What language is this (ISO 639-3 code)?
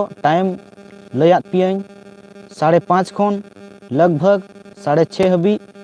sat